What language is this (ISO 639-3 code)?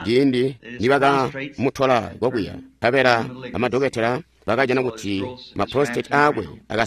toi